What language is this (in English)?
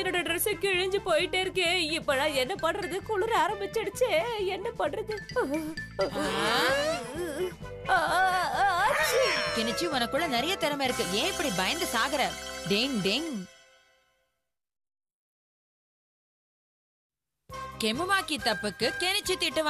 Tamil